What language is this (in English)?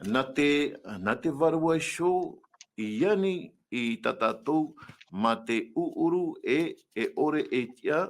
Tahitian